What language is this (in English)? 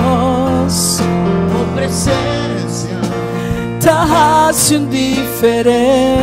Papiamento